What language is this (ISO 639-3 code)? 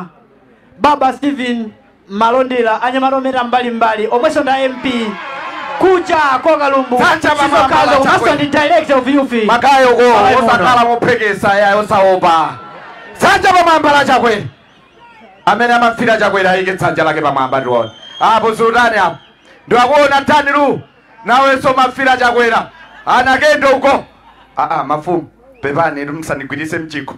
nya